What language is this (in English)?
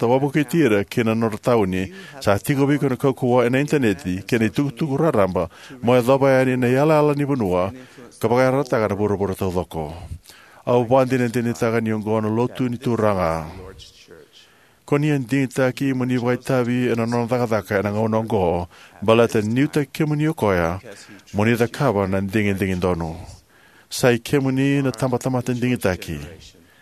Fijian